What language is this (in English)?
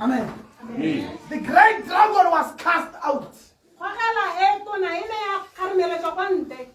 Tswana